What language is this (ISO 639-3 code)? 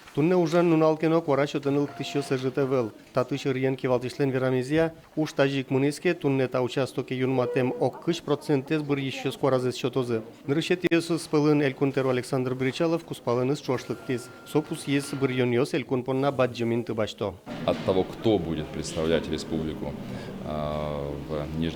udm